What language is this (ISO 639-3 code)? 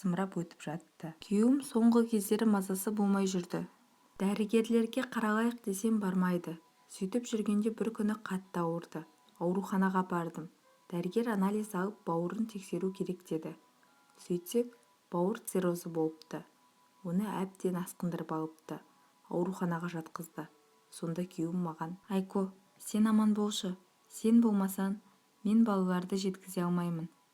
kaz